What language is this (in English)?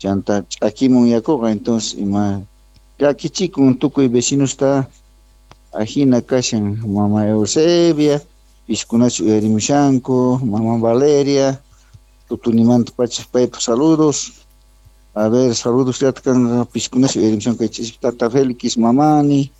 Quechua